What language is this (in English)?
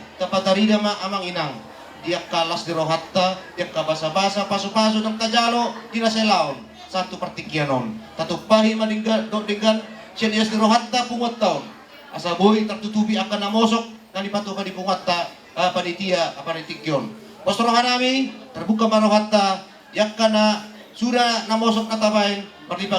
Batak Toba